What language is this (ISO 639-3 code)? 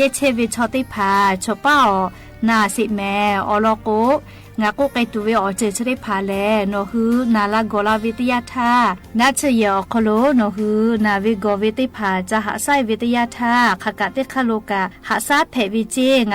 lhu